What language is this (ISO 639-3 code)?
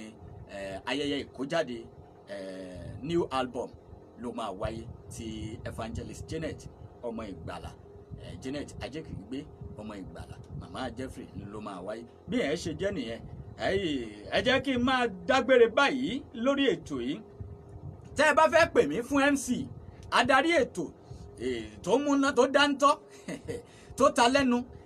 yor